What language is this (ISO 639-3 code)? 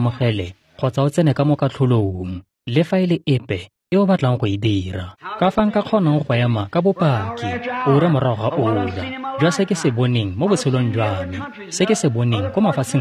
tsn